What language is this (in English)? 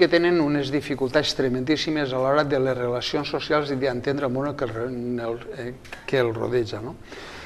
Catalan